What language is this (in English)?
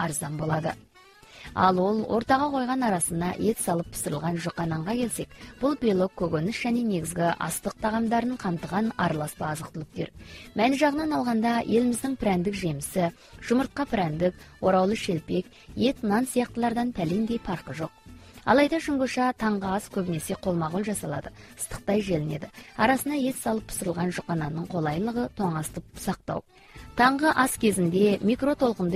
Kazakh